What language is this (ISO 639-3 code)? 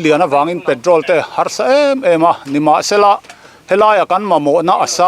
lus